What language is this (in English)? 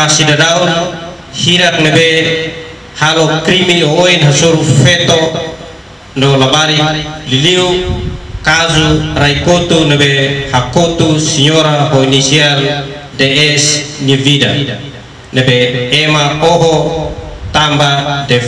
Tetum